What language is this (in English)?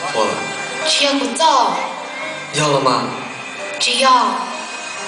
Hmong